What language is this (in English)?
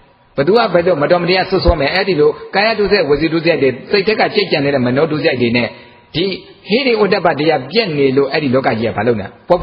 Burmese